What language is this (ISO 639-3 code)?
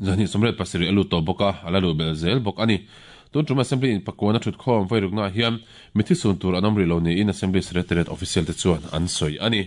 lus